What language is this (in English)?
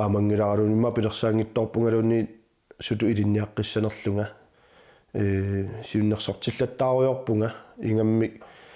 Kalaallisut